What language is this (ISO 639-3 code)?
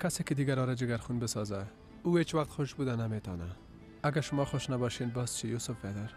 fas